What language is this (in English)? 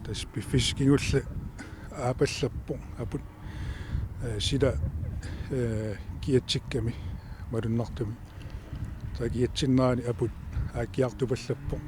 Kalaallisut